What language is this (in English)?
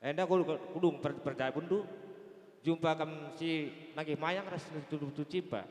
Batak Karo